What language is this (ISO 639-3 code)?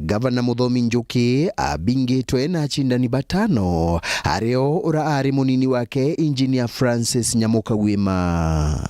mer